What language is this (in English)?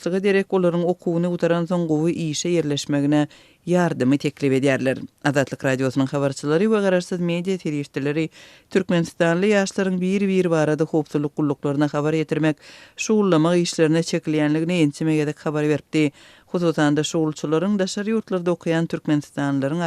Turkmen